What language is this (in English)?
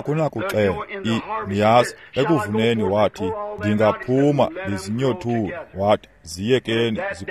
Xhosa